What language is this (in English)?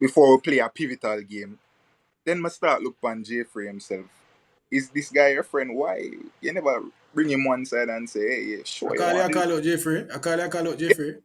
Jamaican Creole English